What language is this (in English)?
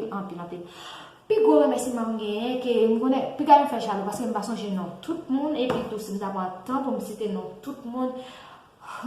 Haitian Creole